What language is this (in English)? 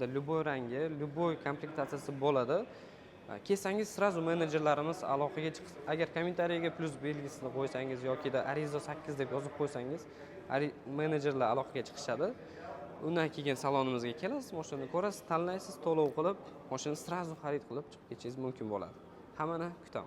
Uzbek